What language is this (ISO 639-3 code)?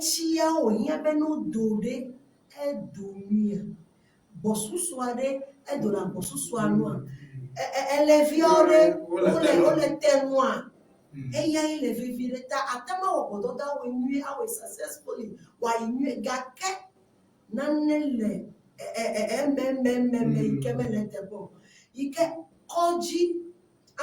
ewe